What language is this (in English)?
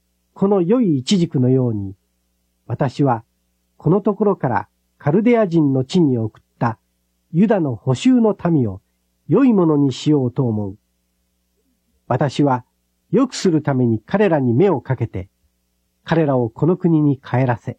Japanese